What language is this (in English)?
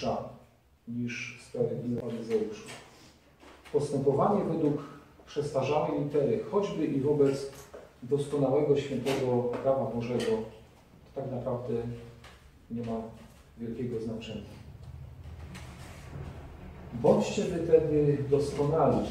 Polish